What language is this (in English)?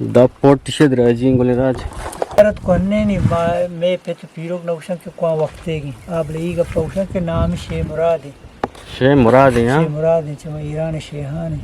Eastern Balochi